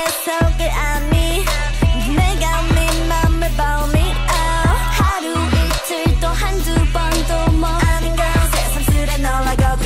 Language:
Korean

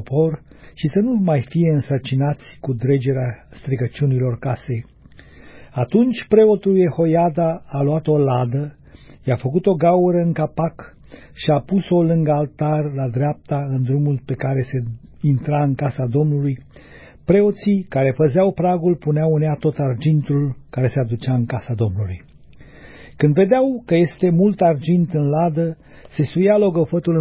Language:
Romanian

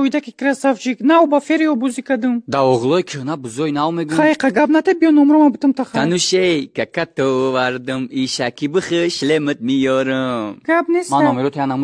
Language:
Tajik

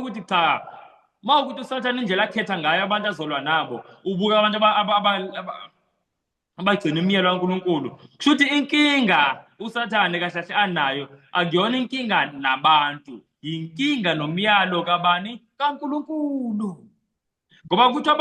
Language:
Zulu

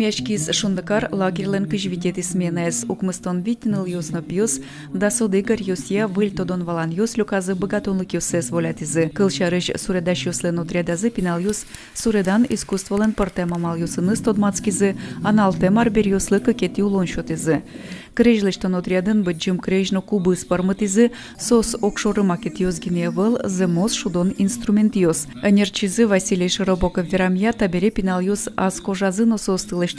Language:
Udmurt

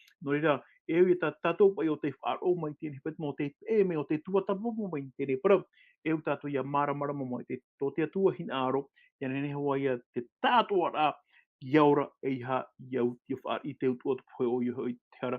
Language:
Tahitian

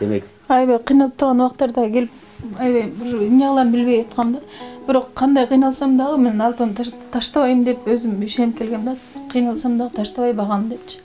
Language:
Kyrgyz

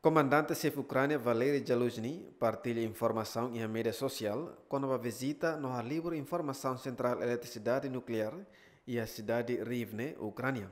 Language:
Tetum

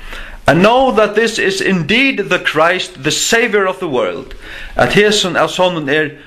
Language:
Faroese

